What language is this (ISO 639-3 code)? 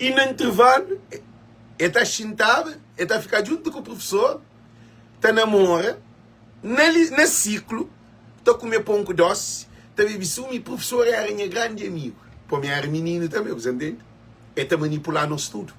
kea